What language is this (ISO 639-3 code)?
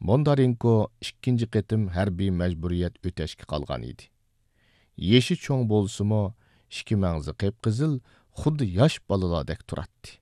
uig